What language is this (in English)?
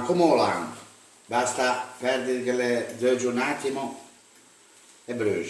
Ligurian